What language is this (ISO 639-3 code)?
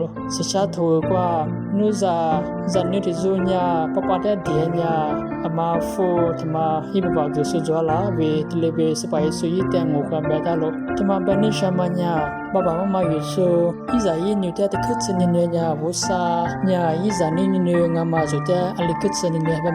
lis